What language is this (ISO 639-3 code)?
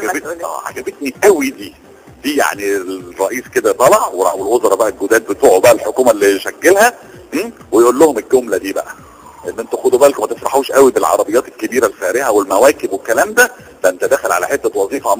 arz